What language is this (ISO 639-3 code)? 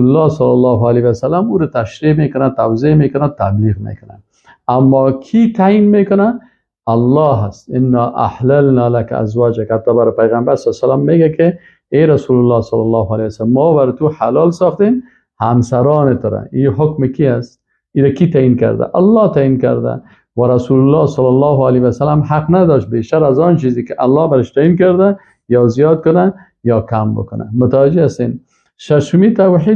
fas